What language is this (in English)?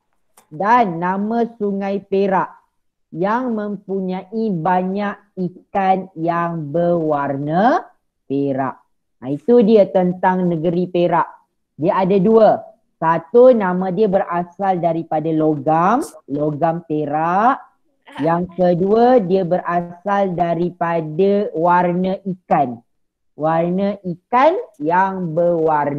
Malay